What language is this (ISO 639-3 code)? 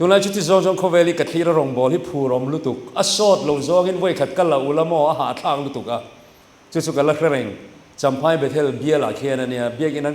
lus